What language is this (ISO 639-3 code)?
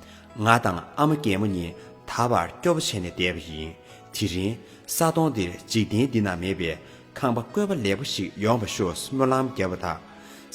bod